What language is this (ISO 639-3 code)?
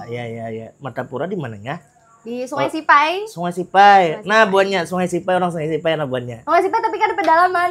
bjn